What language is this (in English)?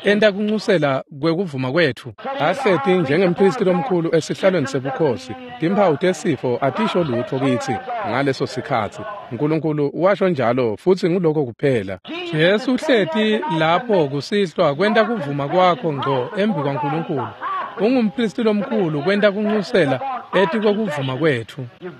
Swati